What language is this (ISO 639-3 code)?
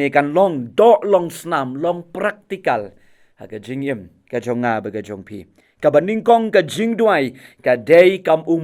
kha